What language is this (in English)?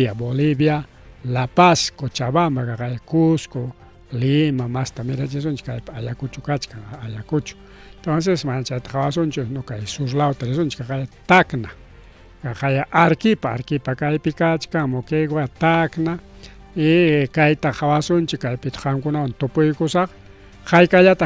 Ayacucho Quechua